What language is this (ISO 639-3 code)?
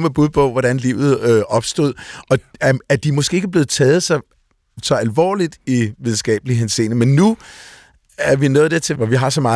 dan